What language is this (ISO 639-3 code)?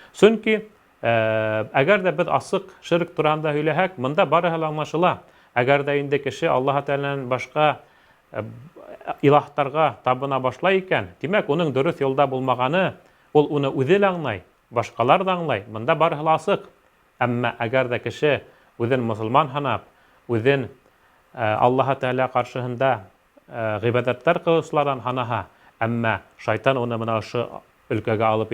bak